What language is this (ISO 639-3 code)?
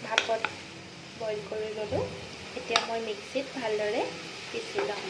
asm